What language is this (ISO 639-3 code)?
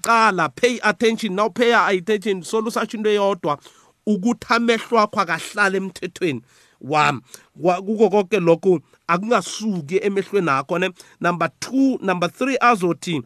nbl